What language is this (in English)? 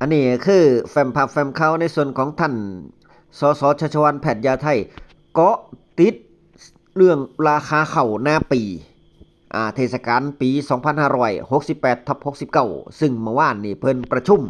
Northeastern Thai